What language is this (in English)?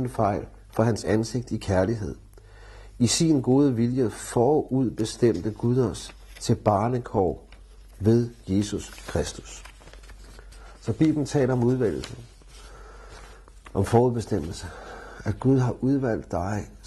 Danish